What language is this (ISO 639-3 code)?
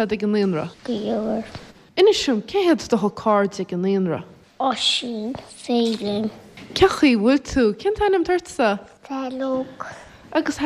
gle